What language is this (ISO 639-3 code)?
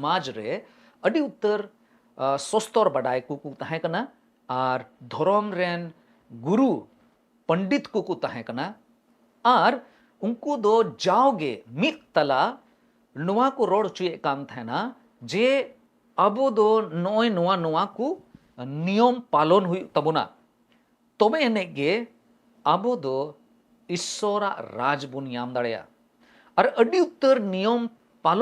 sat